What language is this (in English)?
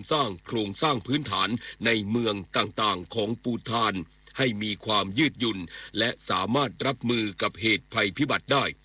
Thai